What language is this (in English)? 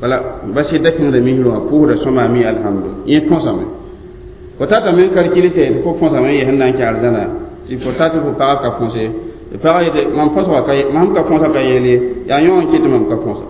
Mossi